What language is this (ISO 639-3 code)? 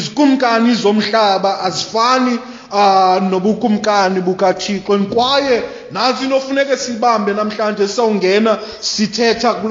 xho